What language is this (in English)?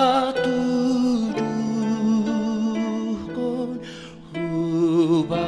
Batak Simalungun